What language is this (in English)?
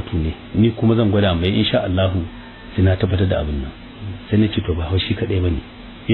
Hausa